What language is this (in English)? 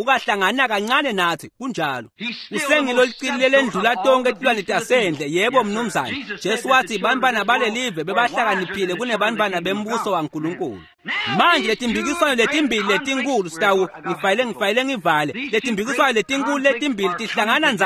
Swati